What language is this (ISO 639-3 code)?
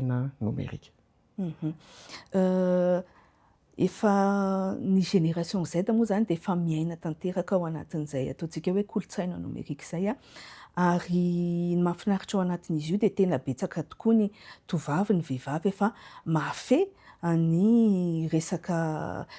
mlg